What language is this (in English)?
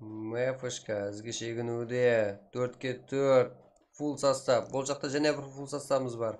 Kara-Kalpak